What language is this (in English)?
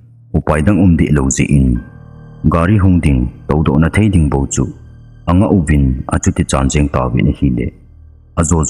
Thado Chin